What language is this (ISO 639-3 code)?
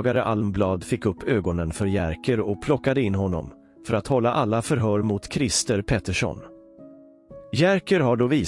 swe